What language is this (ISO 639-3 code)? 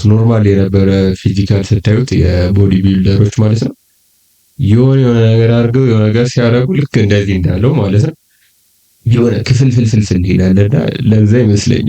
amh